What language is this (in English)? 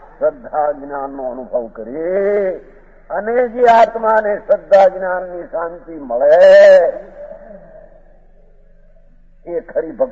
Gujarati